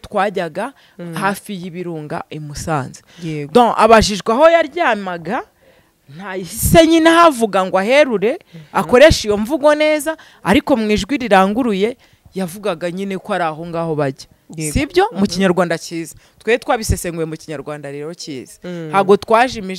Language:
Kinyarwanda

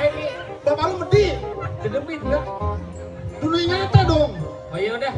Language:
Betawi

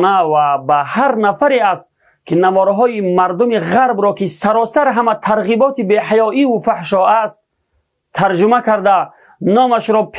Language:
Tajik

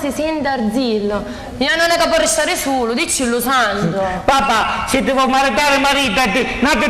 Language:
Sicilian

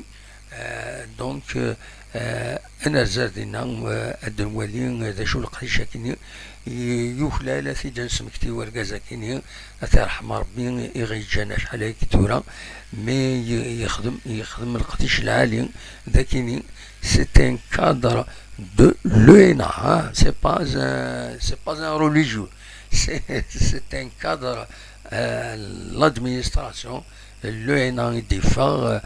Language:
Kabyle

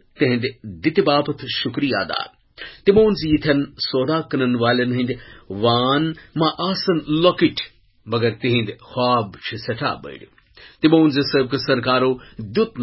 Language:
Kashmiri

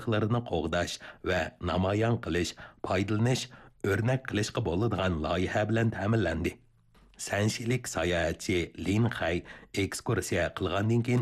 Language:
Uyghur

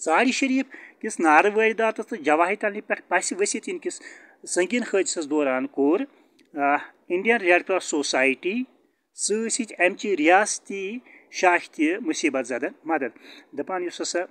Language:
Kashmiri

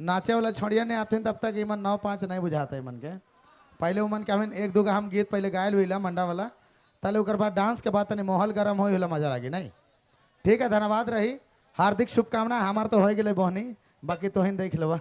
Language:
Sadri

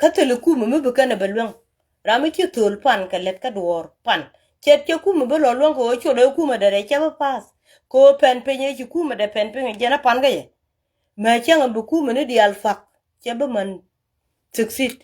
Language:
Nuer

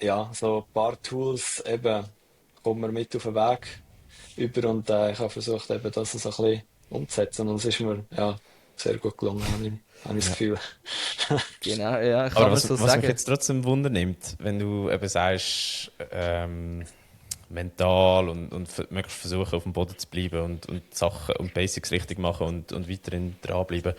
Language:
Swiss German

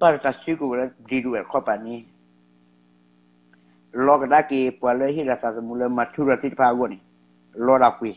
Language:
S'gaw Karen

